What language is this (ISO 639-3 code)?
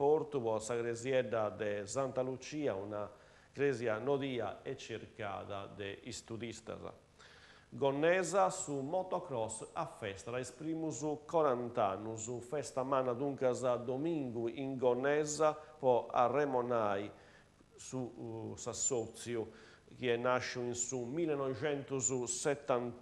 srd